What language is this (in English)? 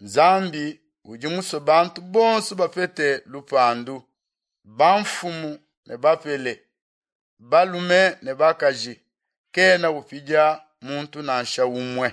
Luba-Lulua